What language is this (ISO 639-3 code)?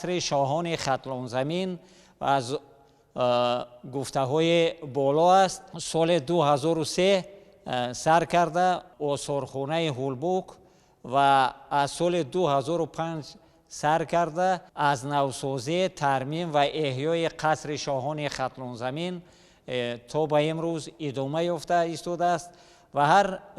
tgk